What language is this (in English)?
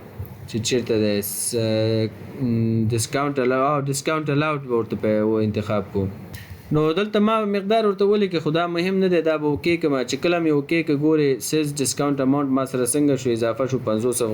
Pashto